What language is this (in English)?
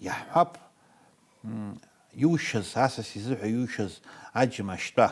Abkhazian